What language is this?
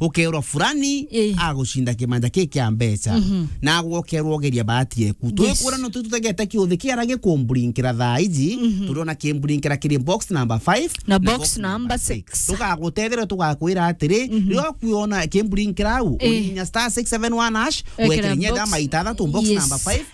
Meru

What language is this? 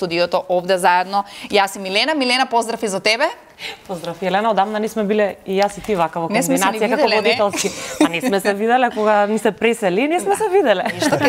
Macedonian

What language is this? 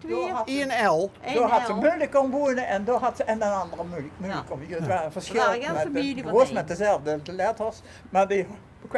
Limburgish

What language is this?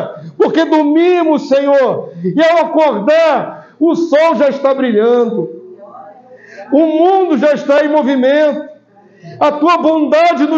Portuguese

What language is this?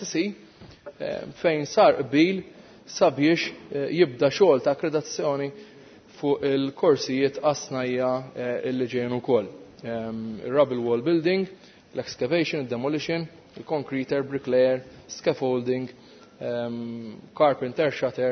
Maltese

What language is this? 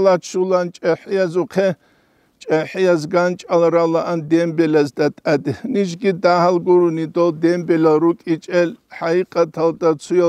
Avaric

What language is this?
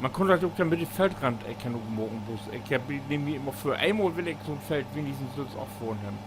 Low German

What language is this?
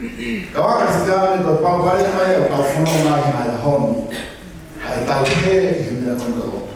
Tongan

